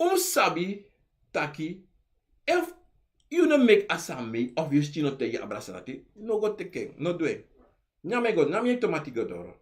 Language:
Sranan Tongo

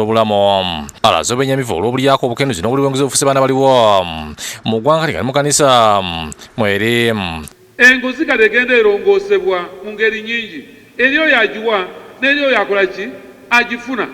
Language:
Ganda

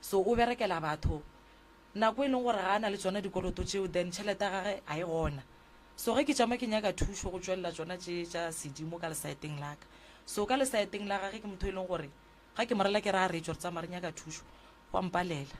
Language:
Northern Sotho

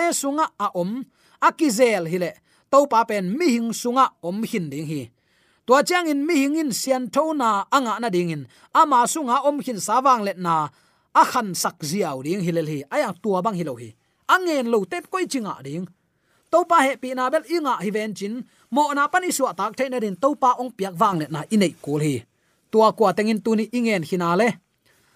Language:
Tedim Chin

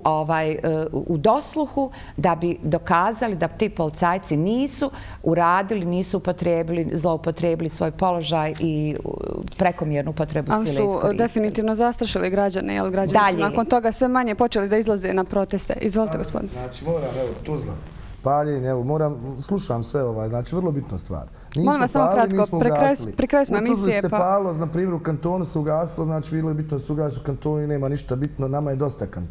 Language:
Bosnian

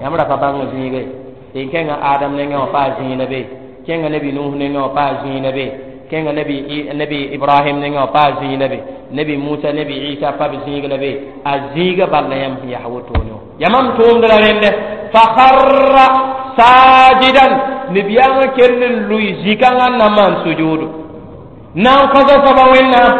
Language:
Mossi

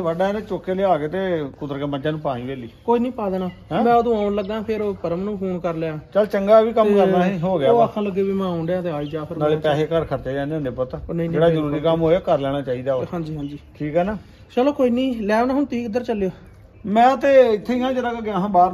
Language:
Punjabi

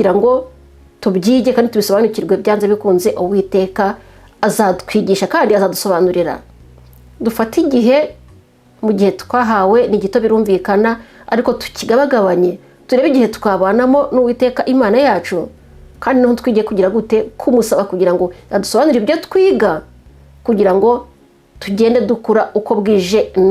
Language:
Kinyarwanda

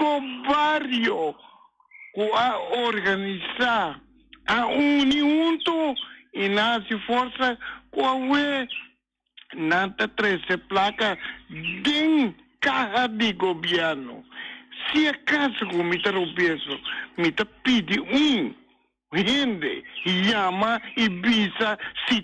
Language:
Papiamento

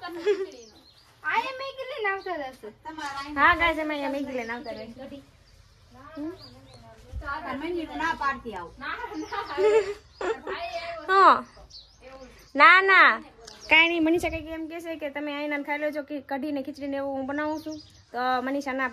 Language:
Gujarati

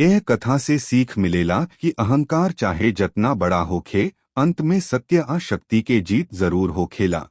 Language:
Bhojpuri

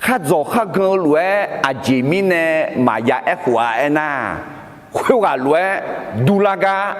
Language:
Akha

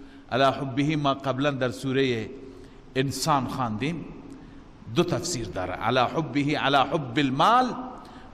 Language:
Persian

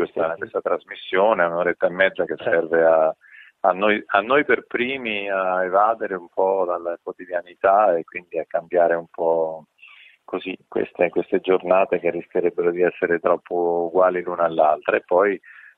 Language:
Italian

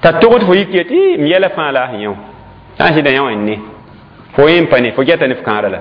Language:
Mossi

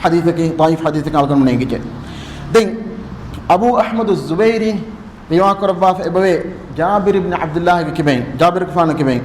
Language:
Divehi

